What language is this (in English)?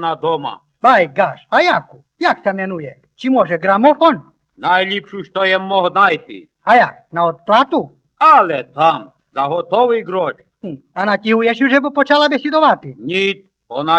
Rusyn